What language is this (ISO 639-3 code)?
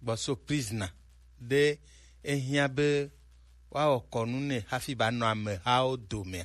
gej